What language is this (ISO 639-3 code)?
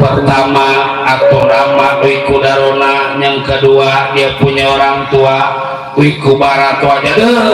bew